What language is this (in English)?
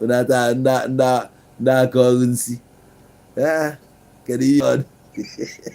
Igbo